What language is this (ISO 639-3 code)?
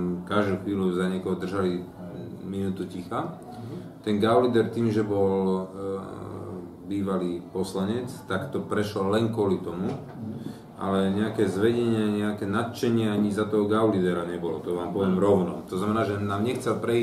slk